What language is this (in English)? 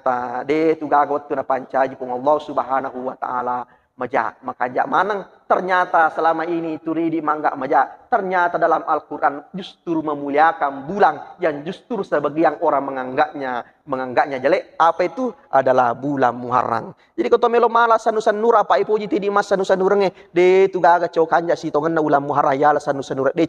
Buginese